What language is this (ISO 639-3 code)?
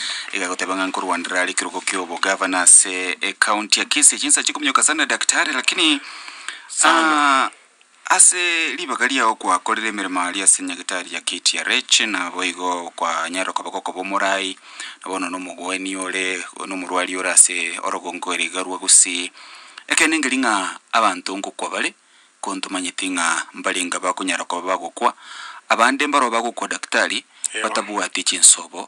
guz